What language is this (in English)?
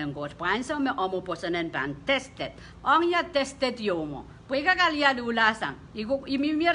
Pohnpeian